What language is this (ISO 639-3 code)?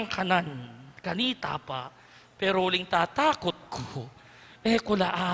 pam